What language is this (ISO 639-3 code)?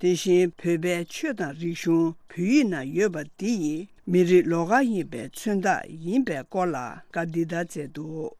bod